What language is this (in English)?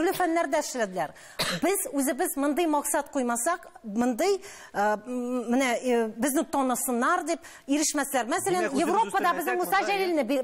Tatar